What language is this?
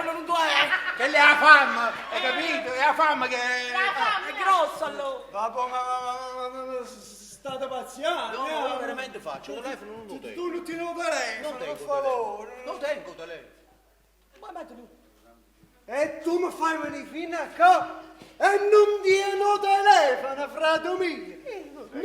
Neapolitan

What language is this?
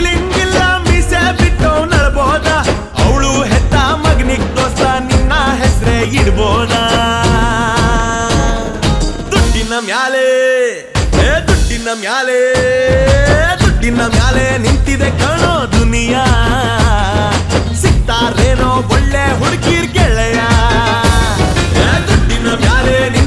Kannada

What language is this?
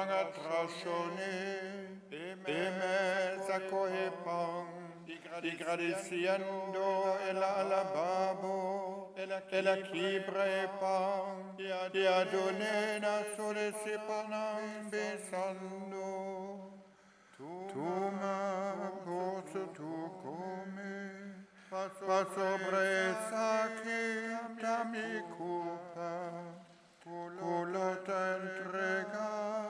Papiamento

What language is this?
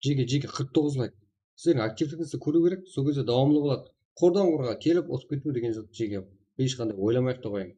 Kara-Kalpak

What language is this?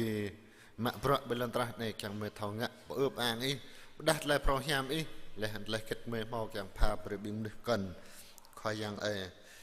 Jarai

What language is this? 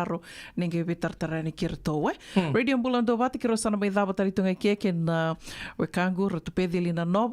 Fijian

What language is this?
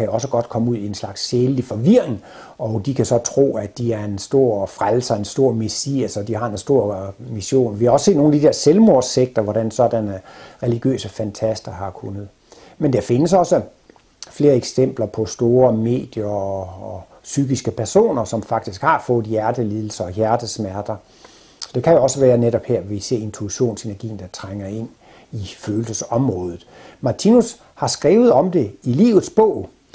Danish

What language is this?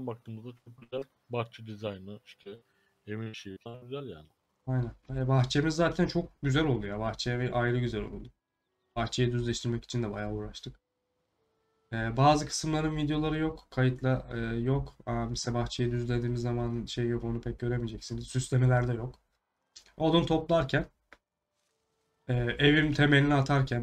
Turkish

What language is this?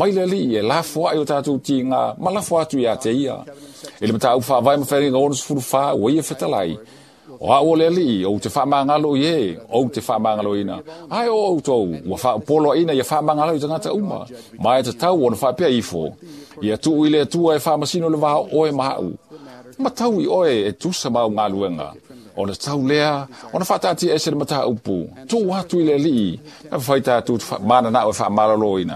Samoan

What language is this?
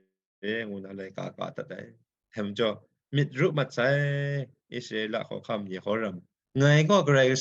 Kachin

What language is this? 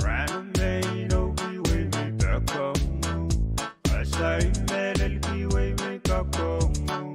Pohnpeian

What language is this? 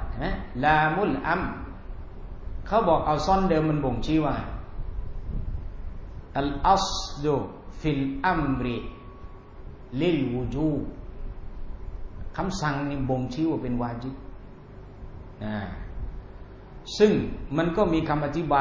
Thai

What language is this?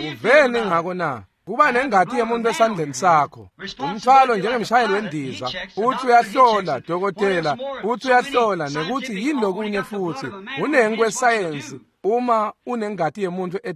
Swati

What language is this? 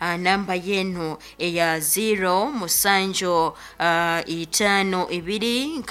Nyankole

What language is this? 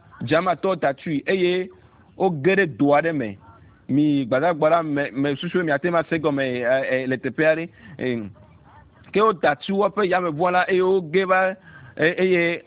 Ewe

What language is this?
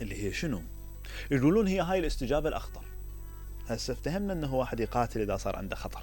Mesopotamian Arabic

